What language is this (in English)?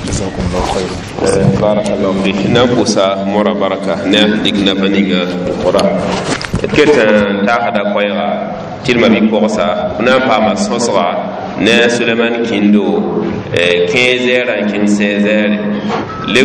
Mossi